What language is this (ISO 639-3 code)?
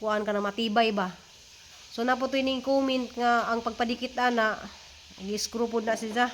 ceb